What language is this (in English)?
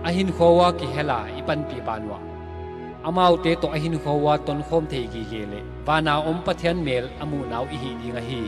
Paite Chin